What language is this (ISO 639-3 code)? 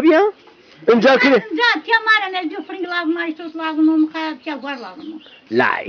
zza